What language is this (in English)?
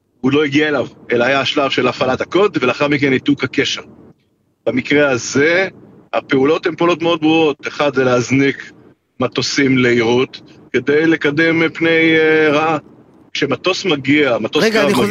Hebrew